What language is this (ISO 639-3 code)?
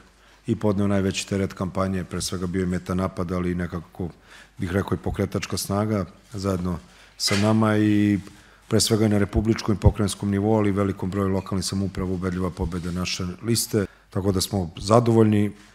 srp